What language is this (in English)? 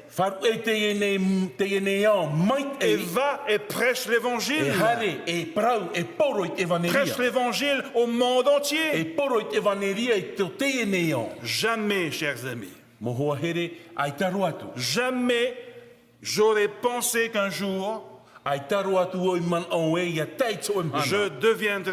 Tahitian